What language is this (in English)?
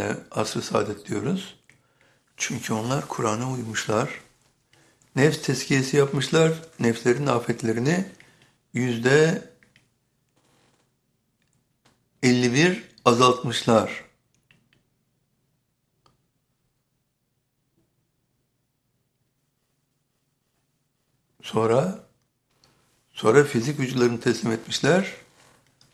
Turkish